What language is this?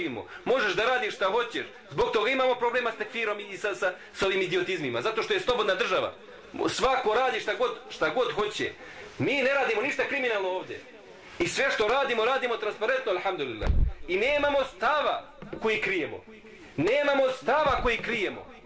Bosnian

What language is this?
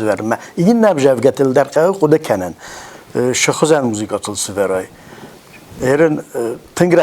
Ossetic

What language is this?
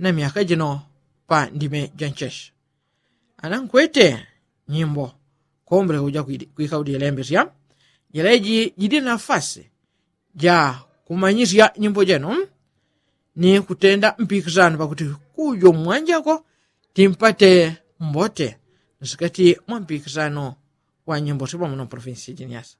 Yao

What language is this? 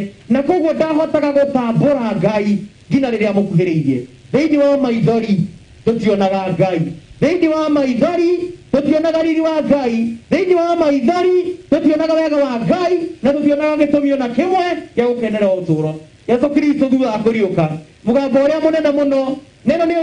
Kikuyu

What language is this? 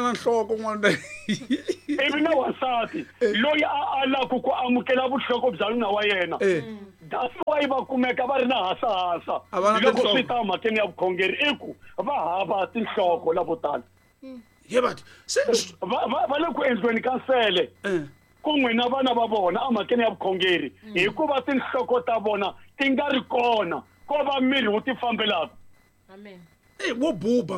Tsonga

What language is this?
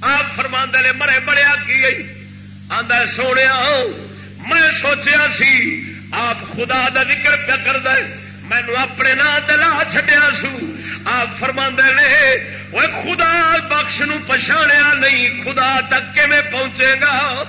Saraiki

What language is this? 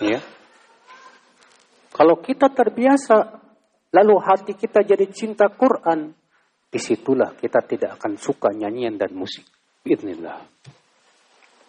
Indonesian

